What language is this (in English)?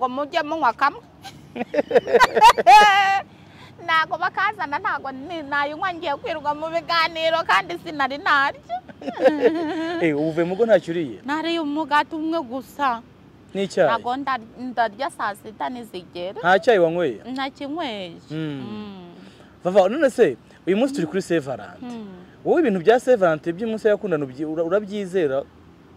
Kinyarwanda